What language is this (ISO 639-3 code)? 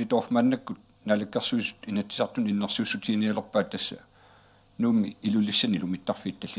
kal